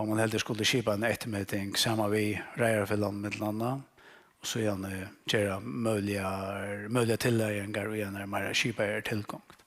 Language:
Faroese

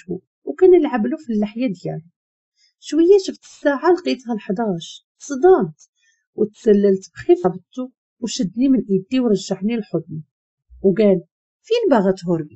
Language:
Moroccan Arabic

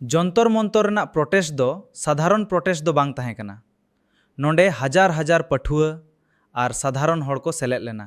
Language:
Santali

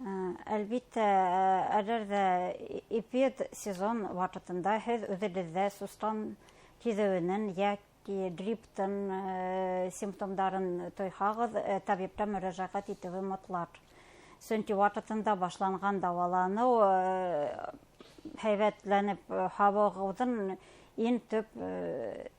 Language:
Bashkir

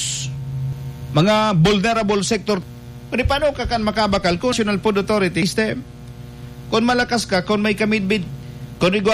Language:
Bikol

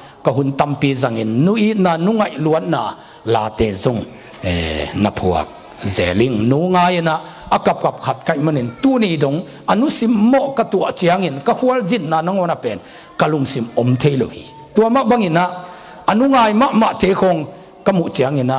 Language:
Tedim Chin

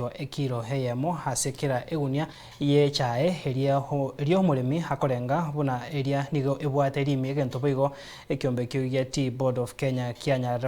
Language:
Gusii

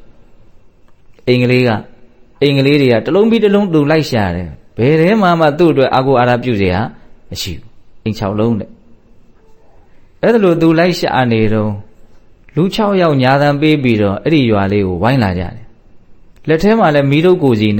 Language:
Burmese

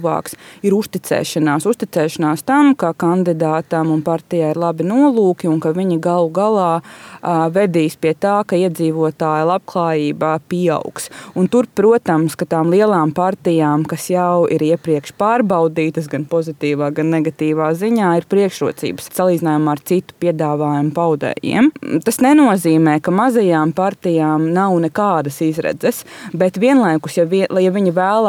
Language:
Latvian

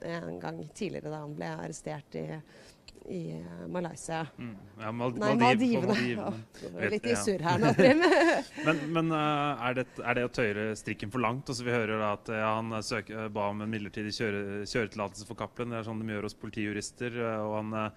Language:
Norwegian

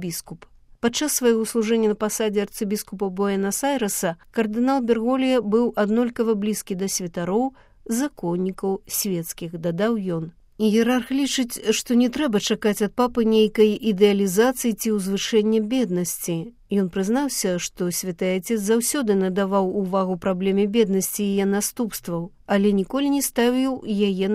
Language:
Belarusian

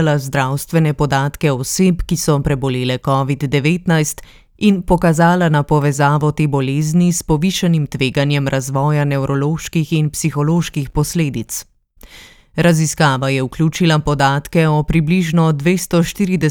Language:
Slovenian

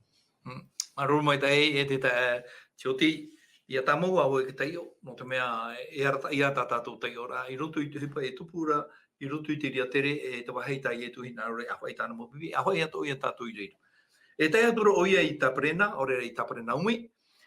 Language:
Tahitian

